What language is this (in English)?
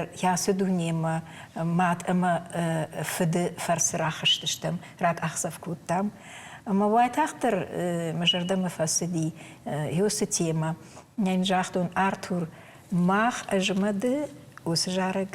Ossetic